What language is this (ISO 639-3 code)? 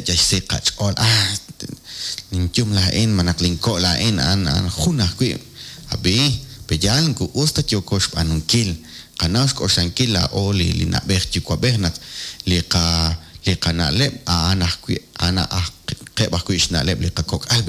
kek